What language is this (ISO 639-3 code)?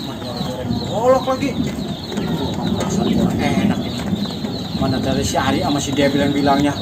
bew